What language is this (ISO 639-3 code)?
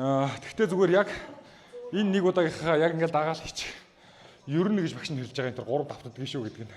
mon